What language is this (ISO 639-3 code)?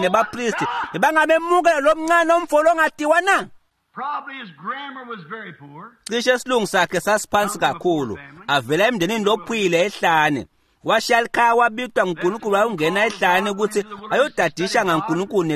ssw